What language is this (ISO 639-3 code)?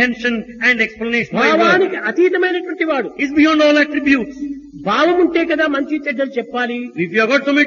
tel